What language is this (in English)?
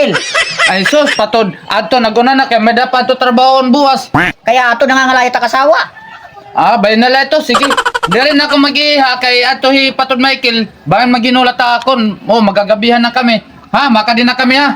Waray